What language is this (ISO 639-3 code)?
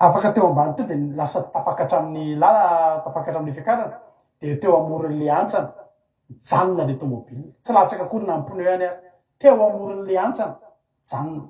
mlg